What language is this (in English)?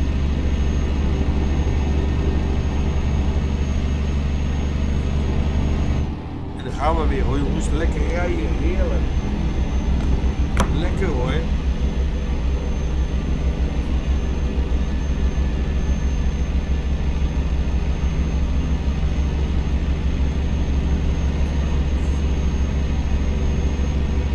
Dutch